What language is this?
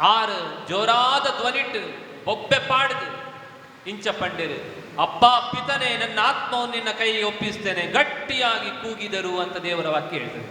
Tulu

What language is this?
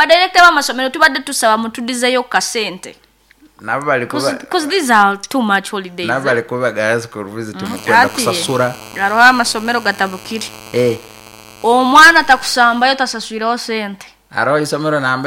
Nyoro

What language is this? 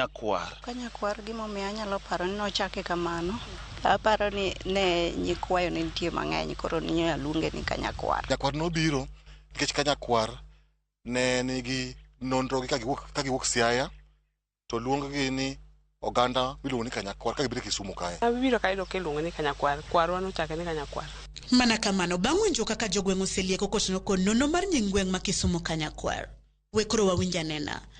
Luo (Kenya and Tanzania)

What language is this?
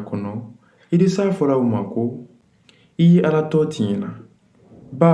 Mandingo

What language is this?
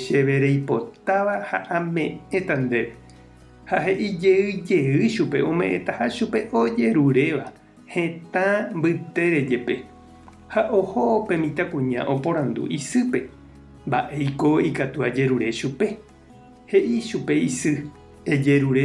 Guarani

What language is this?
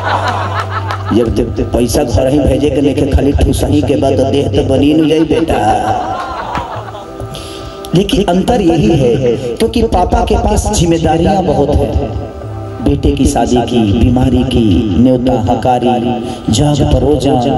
Bhojpuri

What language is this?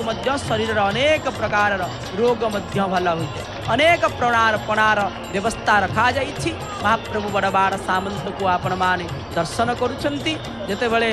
Odia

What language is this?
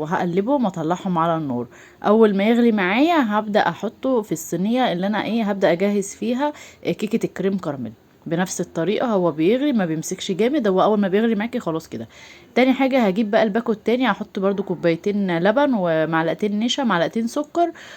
Egyptian Arabic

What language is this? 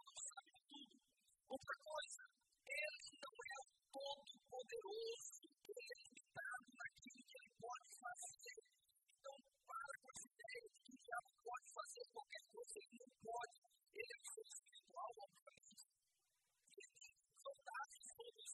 Portuguese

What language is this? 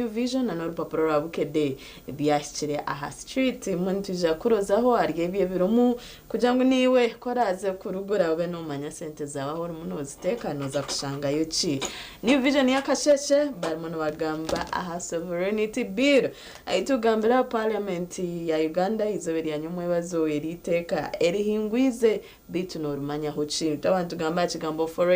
Nyankole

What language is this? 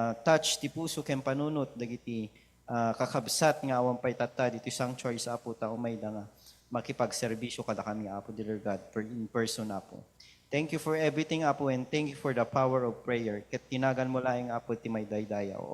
Iloko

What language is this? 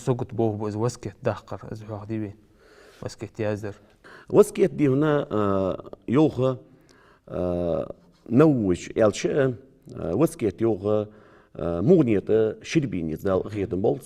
Ingush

